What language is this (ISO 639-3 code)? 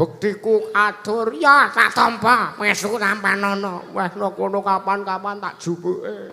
jav